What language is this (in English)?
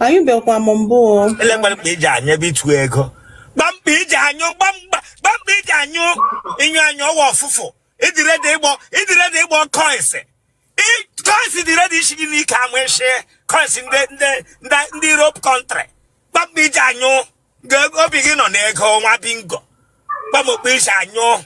Igbo